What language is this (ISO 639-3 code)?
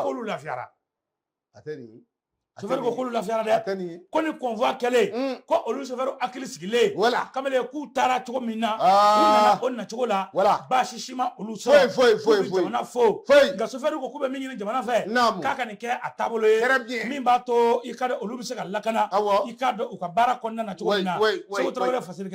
bam